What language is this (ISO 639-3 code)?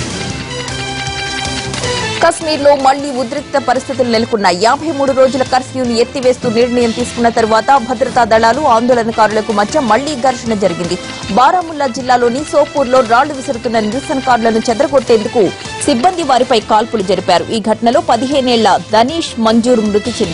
tel